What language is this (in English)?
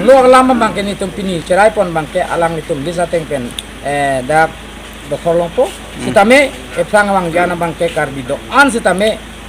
Karbi